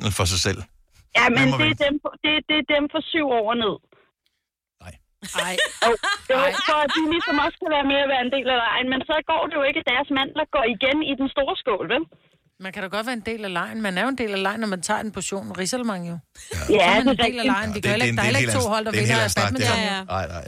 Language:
Danish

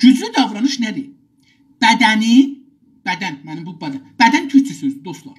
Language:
South Azerbaijani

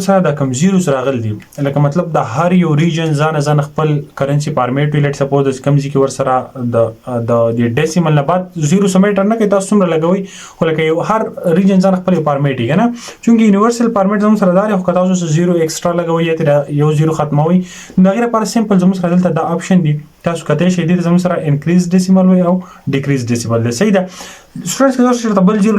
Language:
Pashto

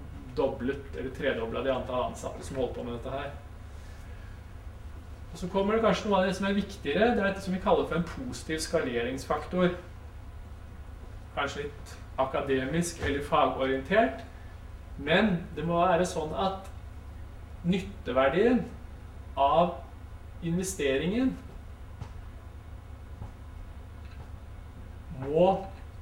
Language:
Norwegian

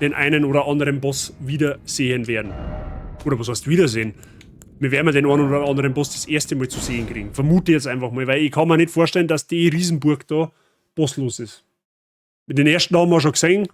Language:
Bavarian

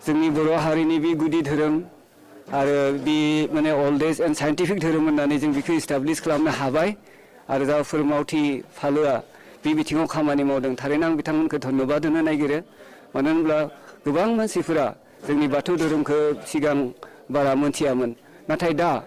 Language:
Bodo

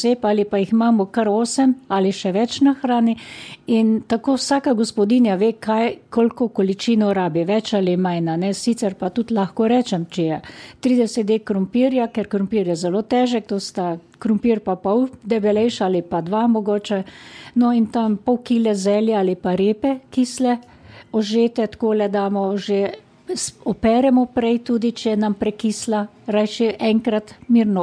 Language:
Slovenian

